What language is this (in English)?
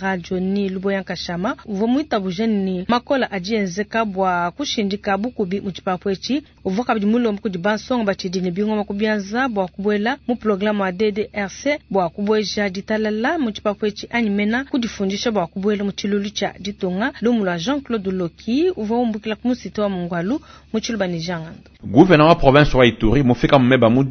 Luba-Lulua